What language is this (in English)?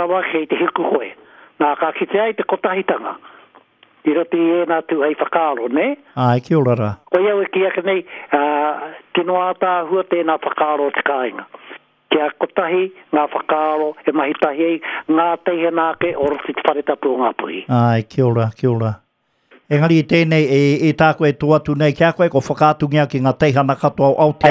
Māori